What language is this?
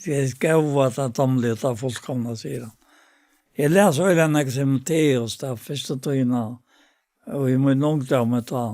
Faroese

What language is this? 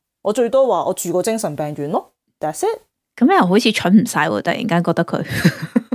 Cantonese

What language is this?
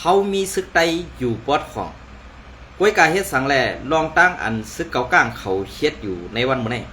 Shan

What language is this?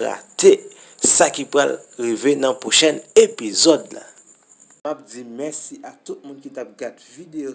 Haitian Creole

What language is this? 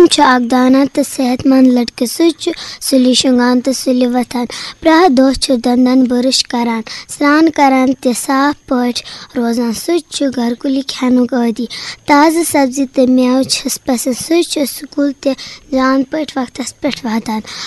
Kashmiri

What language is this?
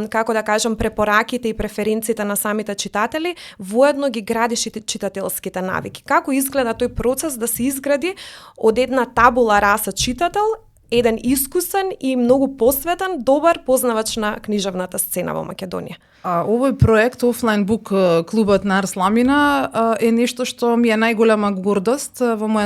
Macedonian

